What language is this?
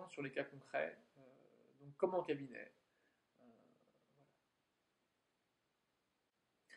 French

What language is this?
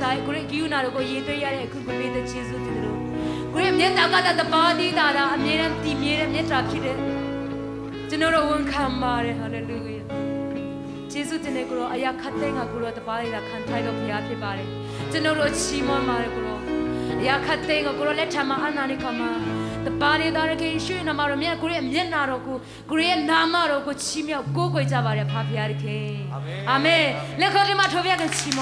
Burmese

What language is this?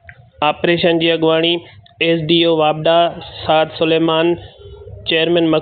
Sindhi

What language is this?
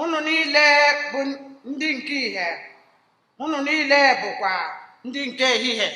Igbo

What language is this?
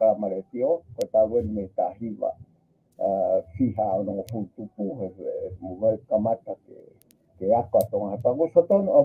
Tongan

